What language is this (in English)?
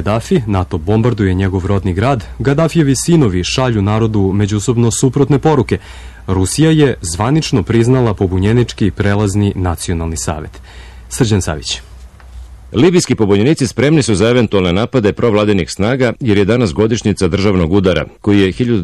Serbian